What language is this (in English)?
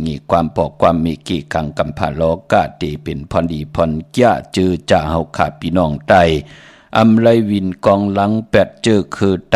Shan